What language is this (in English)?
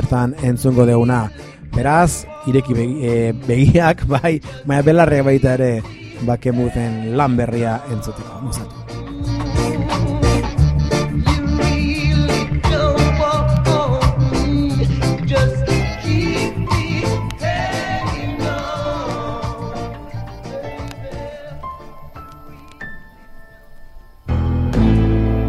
Basque